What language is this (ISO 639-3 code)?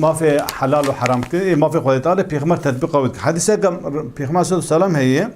kur